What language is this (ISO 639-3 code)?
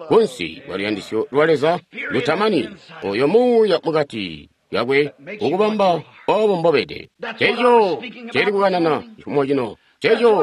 toi